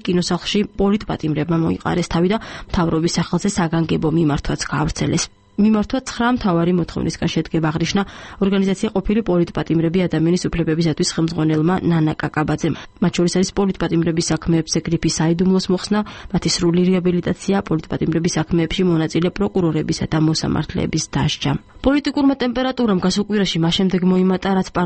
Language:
Georgian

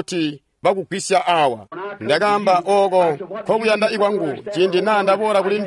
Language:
Tonga (Zambia)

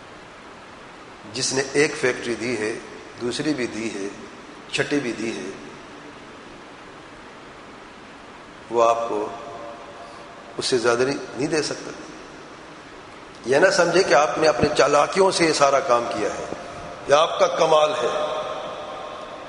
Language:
Urdu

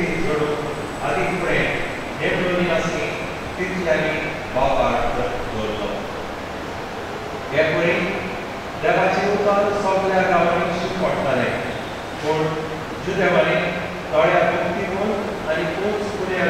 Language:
Konkani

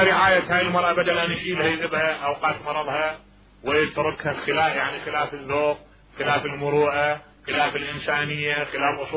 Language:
Mesopotamian Arabic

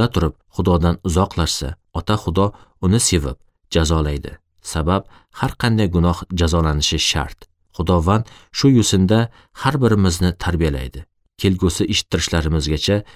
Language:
Uzbek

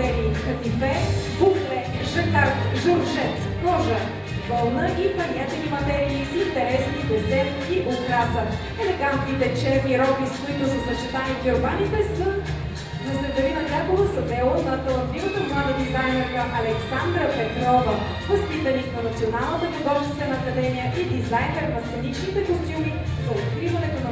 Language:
Bulgarian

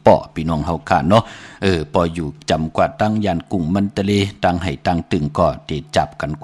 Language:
Shan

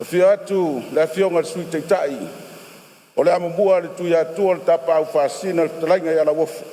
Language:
Samoan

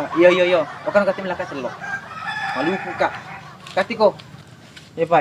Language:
Buginese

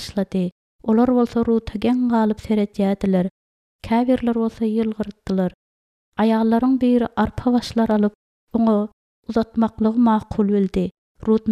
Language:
Turkmen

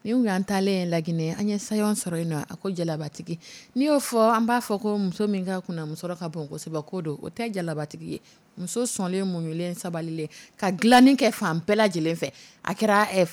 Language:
Dyula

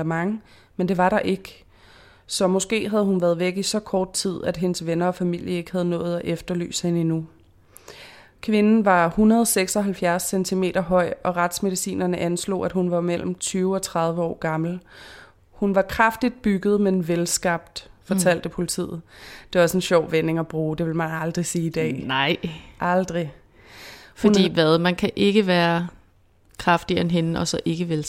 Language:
Danish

